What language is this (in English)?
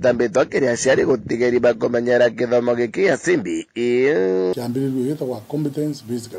Meru